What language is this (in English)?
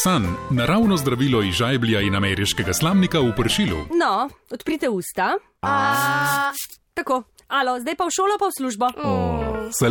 Slovenian